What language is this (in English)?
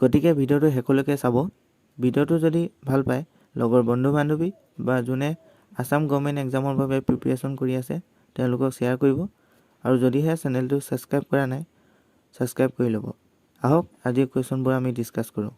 Assamese